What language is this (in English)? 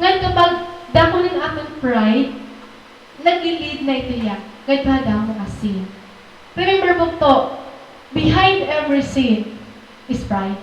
Waray